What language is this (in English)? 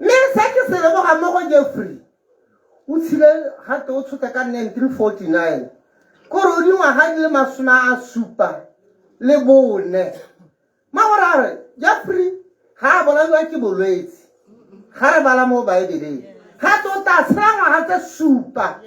Tswana